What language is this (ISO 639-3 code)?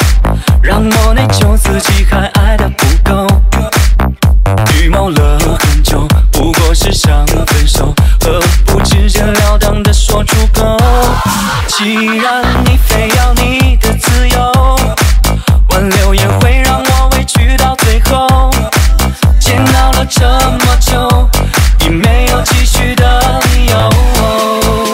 zho